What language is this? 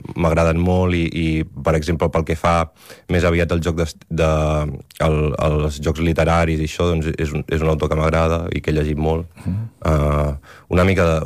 Catalan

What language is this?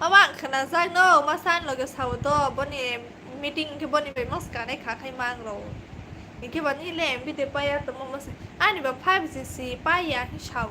Kok Borok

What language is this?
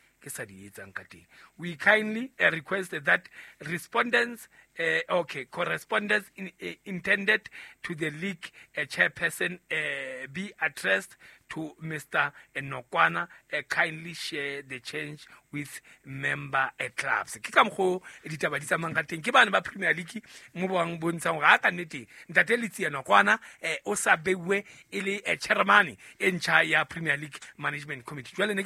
Southern Sotho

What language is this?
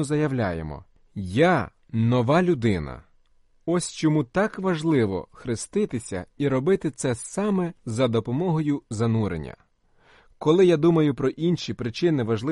Ukrainian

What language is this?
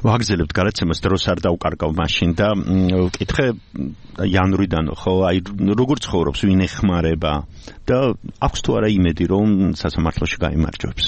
Georgian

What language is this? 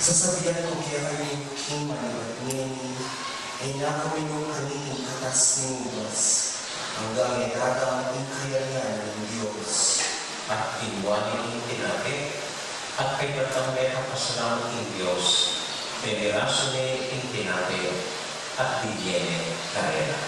Pampanga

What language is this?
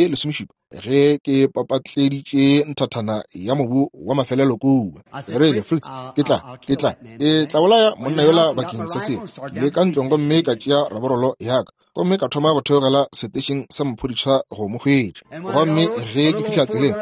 Northern Sotho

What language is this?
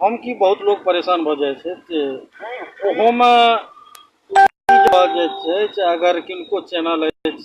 Maithili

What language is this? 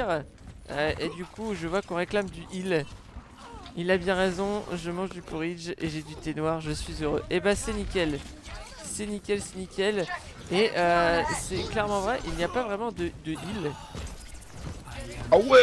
French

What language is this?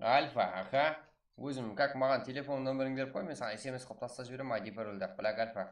Kara-Kalpak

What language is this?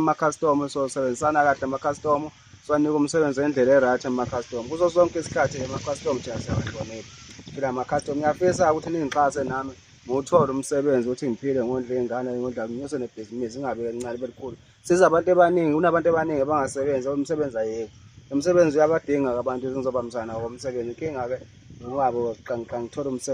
Zulu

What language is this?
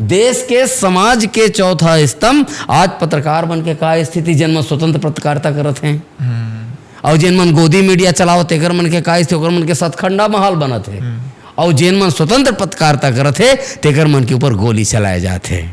Chhattisgarhi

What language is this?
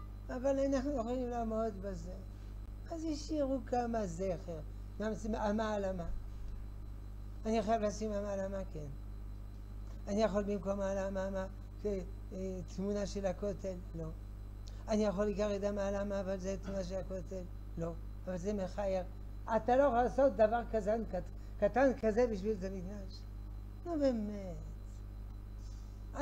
Hebrew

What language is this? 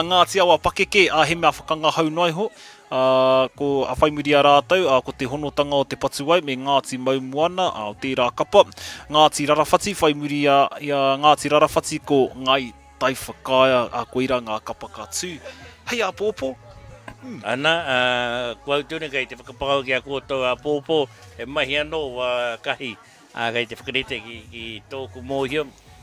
Māori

